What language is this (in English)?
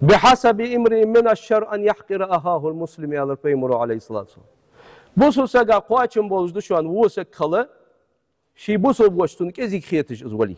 Ingush